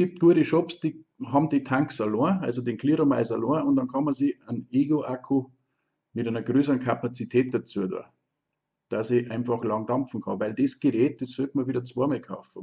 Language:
Bavarian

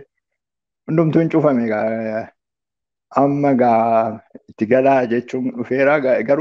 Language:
Oromo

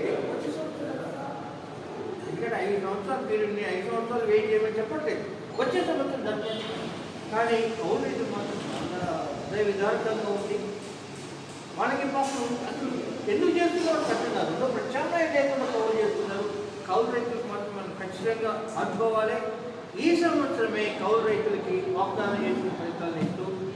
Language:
Telugu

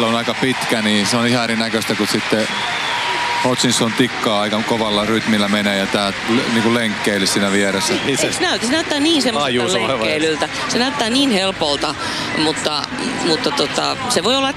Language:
Finnish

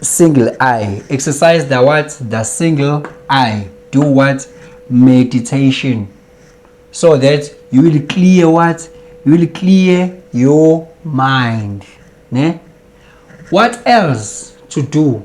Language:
Zulu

